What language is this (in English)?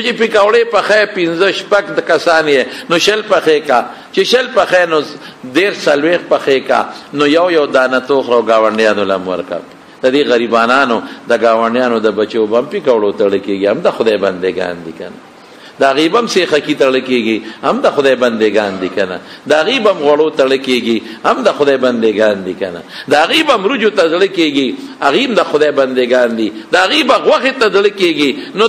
Pashto